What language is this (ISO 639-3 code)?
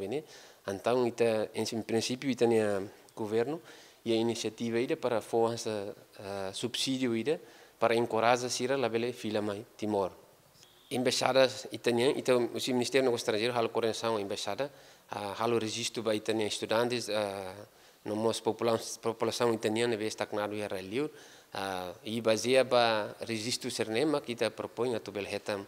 tet